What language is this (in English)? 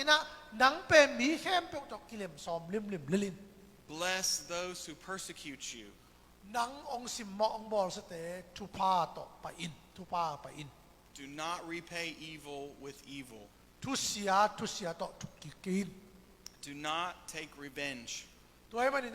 Tedim Chin